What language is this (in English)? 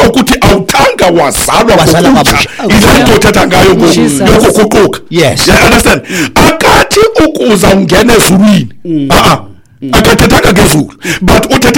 Xhosa